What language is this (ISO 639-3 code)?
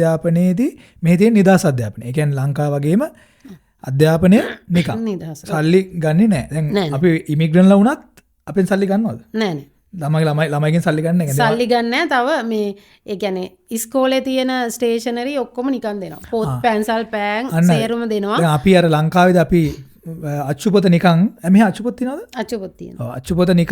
sin